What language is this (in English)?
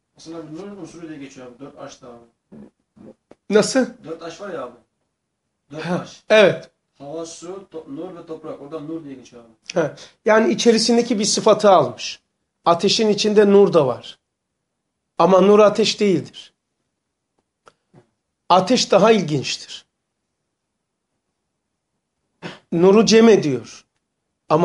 Turkish